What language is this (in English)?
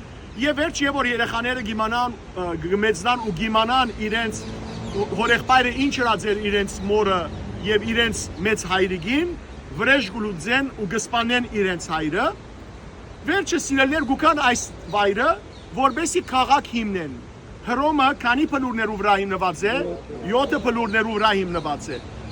Western Armenian